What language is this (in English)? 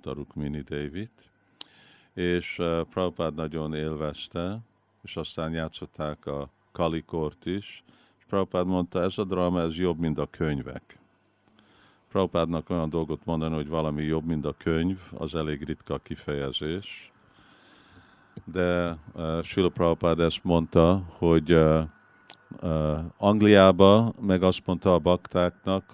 Hungarian